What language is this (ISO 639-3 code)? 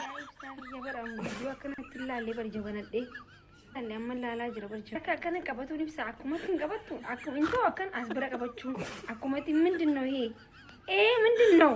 orm